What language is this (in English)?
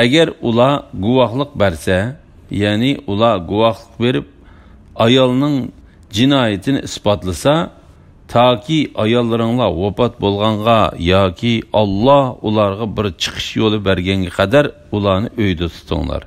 Uyghur